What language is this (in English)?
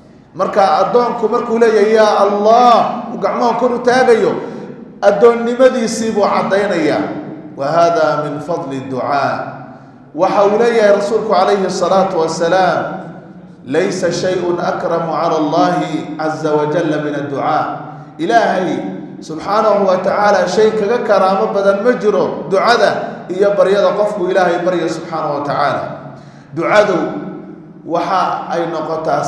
Somali